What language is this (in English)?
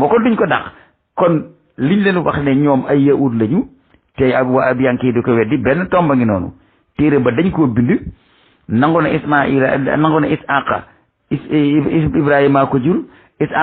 Wolof